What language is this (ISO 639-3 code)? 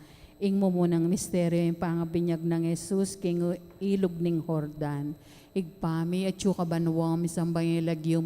pam